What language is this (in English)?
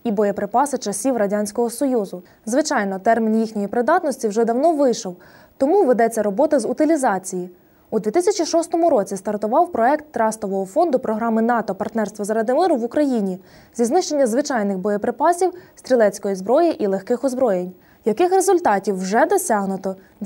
Ukrainian